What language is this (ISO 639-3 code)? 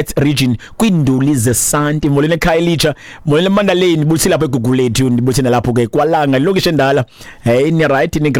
xho